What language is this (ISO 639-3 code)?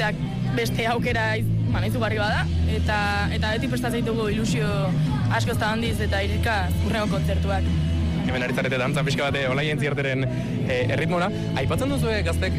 eus